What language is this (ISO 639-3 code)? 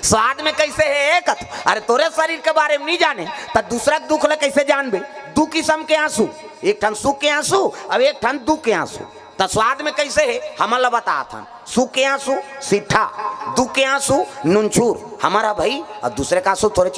hne